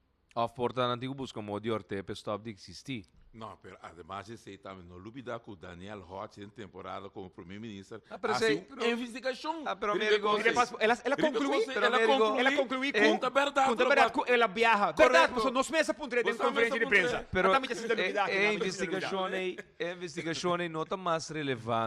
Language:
Papiamento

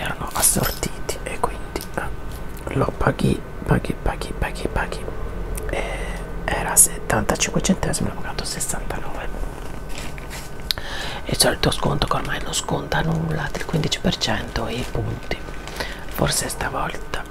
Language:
Italian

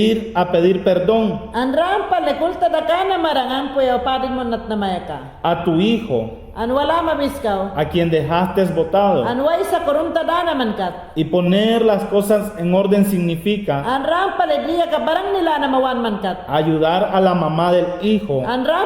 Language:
Mayangna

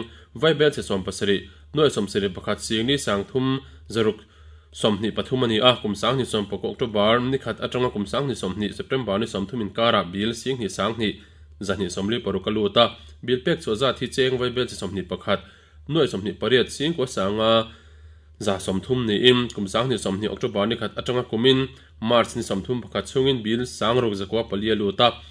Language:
Mizo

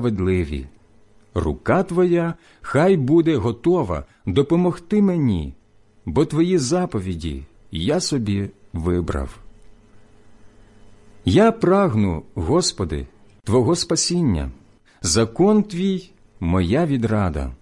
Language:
Ukrainian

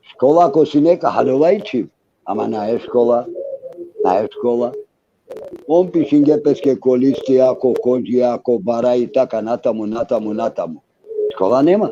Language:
Balkan Romani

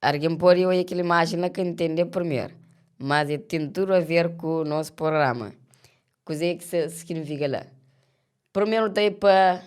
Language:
Kabuverdianu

